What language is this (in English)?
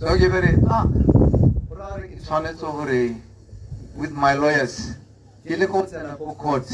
Tswana